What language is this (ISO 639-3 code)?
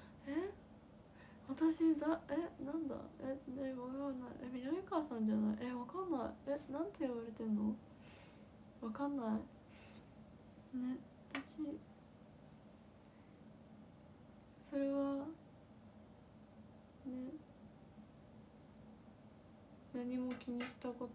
jpn